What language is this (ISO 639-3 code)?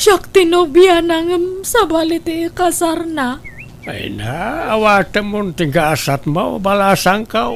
ilo